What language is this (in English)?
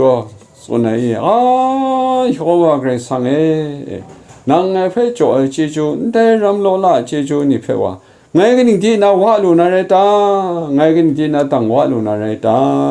Kachin